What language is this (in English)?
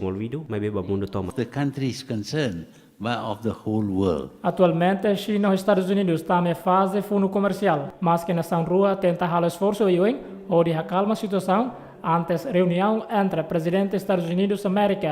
Tetum